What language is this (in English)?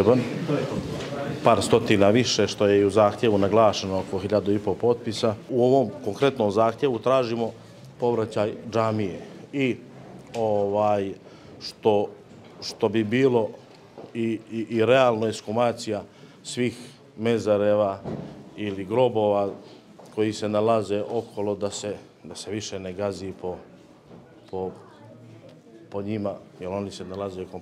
Bosnian